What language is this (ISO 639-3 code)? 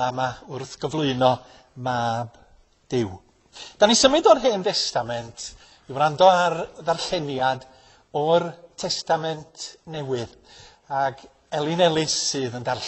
cym